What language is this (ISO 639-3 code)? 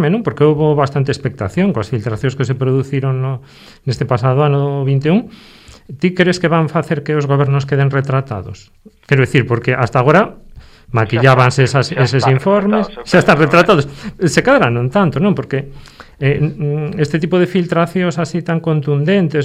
glg